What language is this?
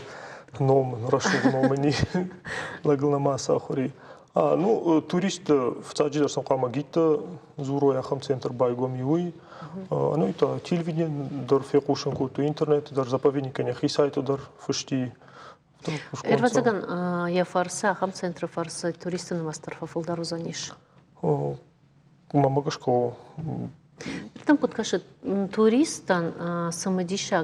Ossetic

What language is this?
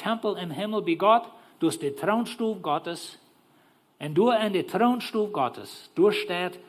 Plautdietsch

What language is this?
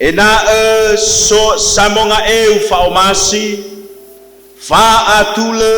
Nias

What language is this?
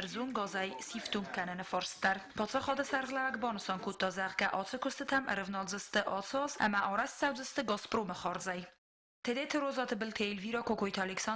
Ossetic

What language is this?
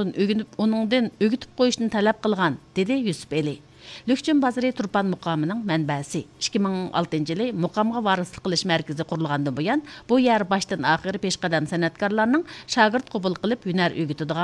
Uyghur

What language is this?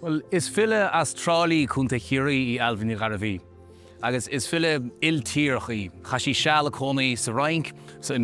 Irish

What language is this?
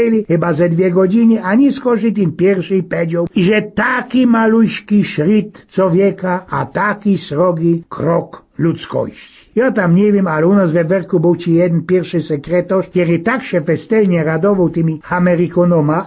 Silesian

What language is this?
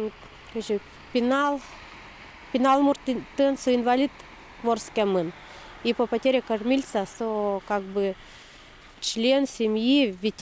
Udmurt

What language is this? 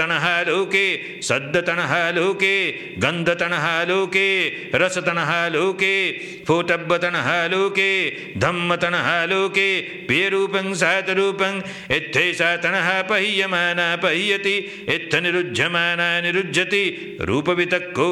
Pali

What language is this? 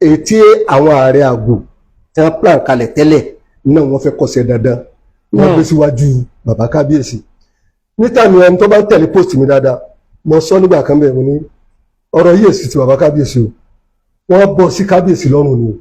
Yoruba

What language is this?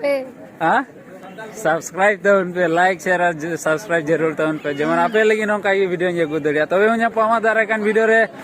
Santali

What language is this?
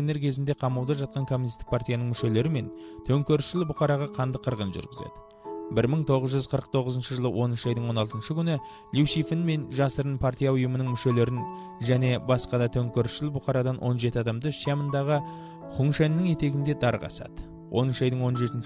Kazakh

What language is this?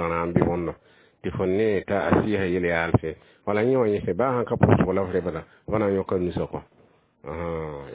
Mossi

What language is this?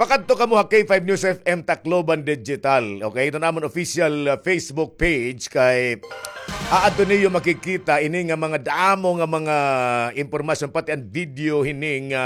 Waray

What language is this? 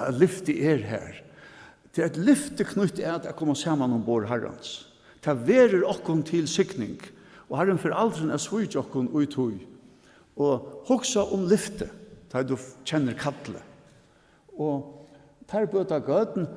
Faroese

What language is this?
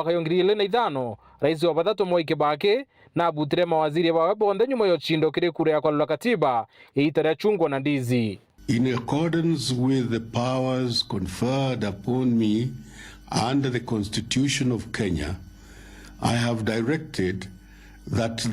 Meru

